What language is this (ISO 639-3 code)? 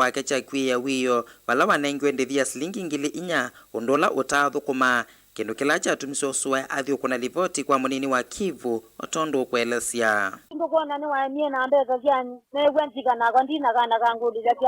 kam